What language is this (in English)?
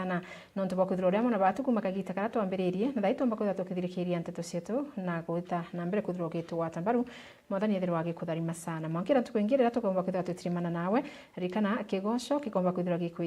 Meru